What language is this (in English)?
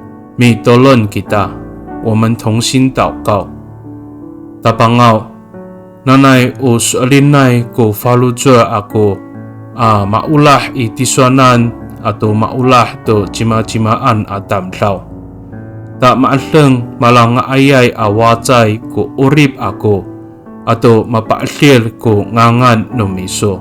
Amis